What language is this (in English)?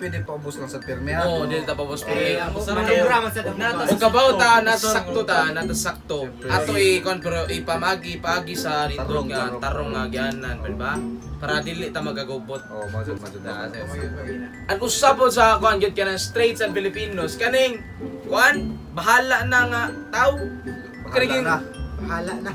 Cebuano